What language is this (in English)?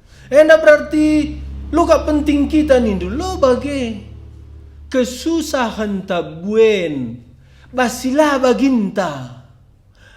Batak Karo